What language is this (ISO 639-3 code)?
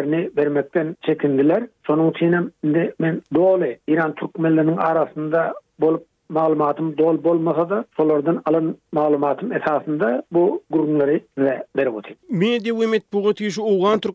tuk